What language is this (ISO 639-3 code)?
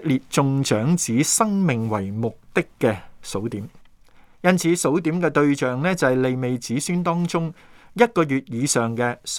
yue